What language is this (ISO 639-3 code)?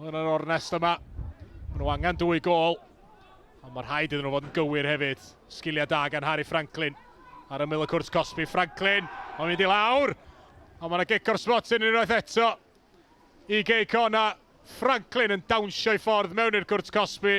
cym